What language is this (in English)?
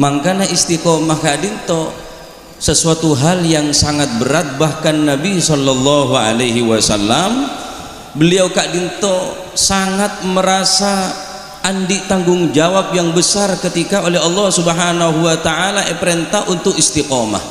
Madurese